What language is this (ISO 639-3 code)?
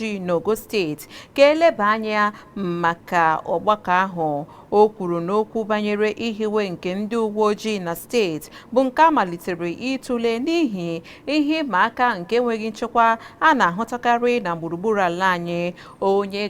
ibo